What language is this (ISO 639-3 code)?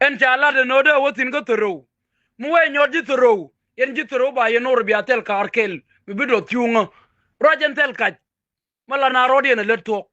nus